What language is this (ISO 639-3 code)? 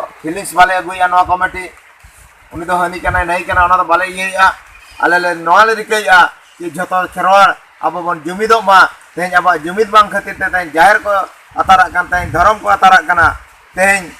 sat